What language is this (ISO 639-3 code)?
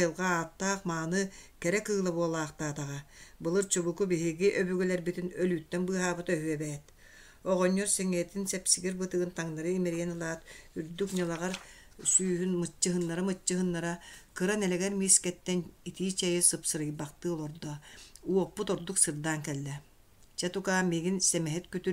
sah